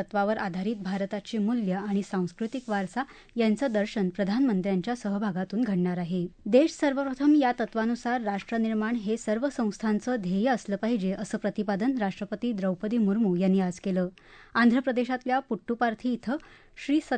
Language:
Marathi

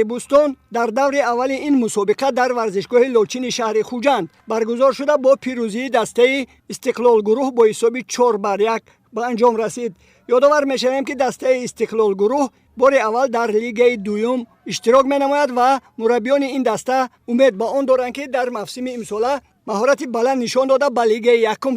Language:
Tajik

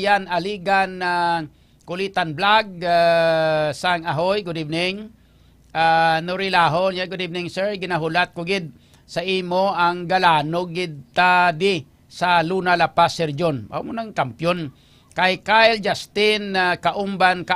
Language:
Hiligaynon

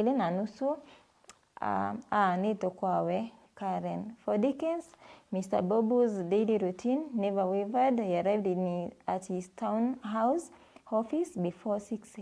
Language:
Meru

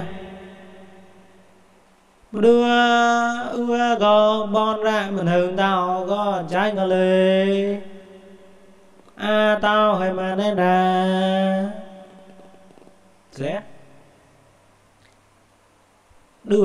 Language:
Vietnamese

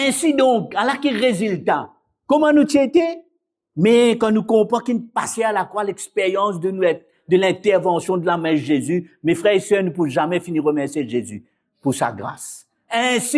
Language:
Morisyen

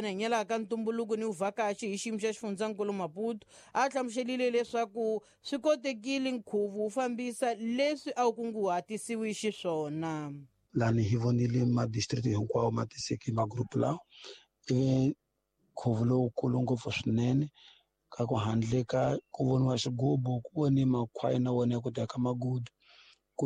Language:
Tsonga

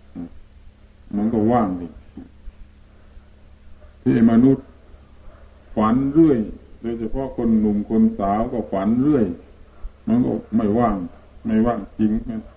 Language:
Thai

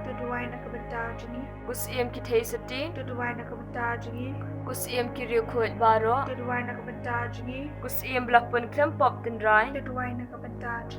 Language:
Khasi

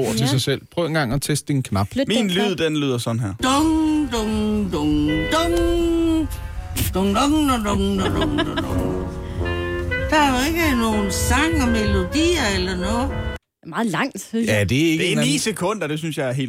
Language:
Danish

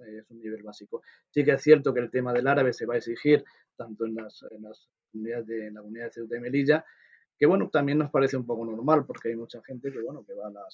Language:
Spanish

